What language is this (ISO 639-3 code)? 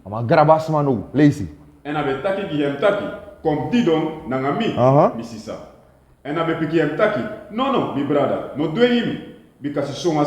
srn